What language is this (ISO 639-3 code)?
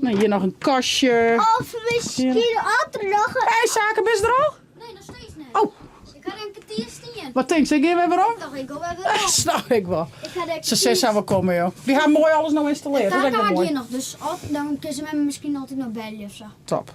fry